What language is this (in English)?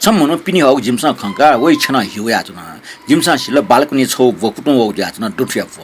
Newari